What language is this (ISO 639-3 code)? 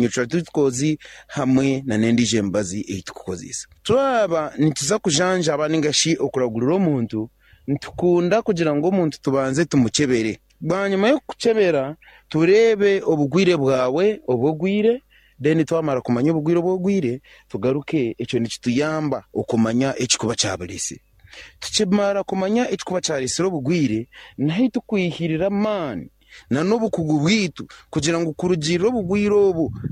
nyn